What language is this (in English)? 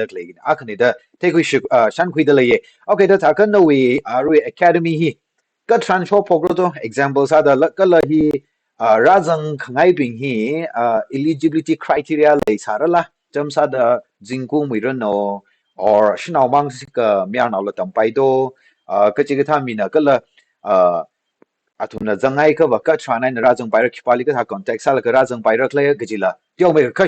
Tangkhul Naga (India)